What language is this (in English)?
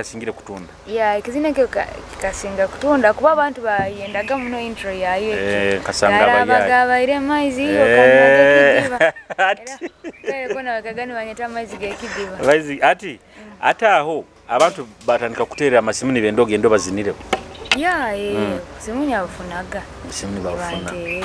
Nyoro